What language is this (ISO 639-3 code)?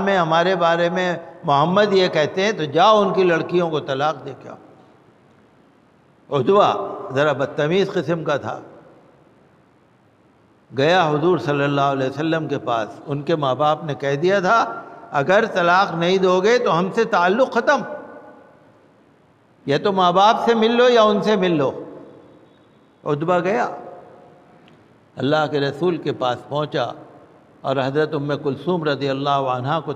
urd